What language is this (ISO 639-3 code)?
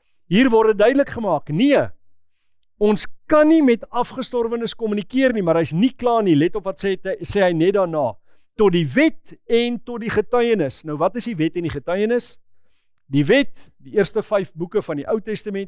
afr